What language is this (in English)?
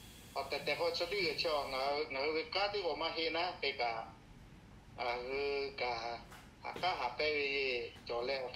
Lahu